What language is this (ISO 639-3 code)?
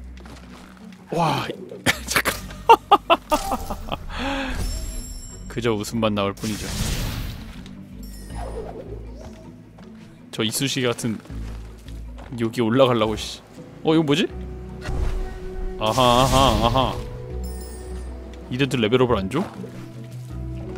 kor